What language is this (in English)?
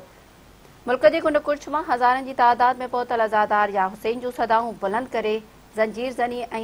Sindhi